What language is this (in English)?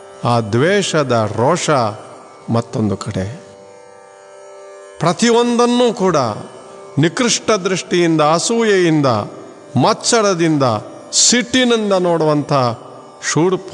Kannada